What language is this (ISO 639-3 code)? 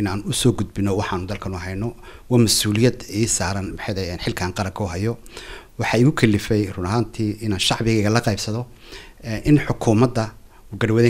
som